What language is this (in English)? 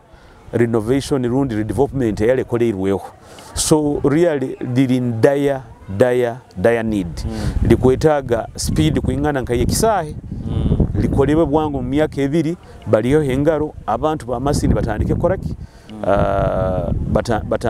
Nyoro